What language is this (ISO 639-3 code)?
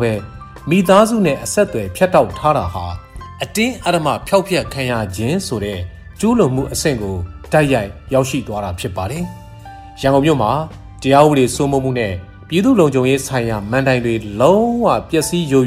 mya